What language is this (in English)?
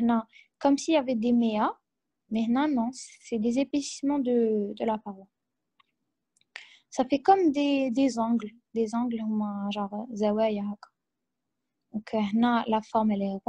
French